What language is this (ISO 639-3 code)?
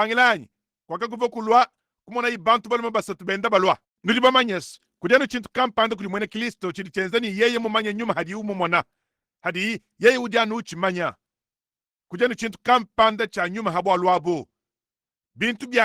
lua